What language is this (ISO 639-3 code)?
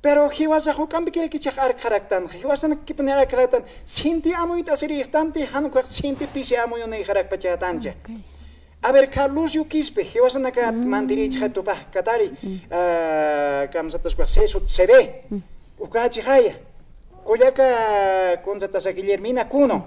aym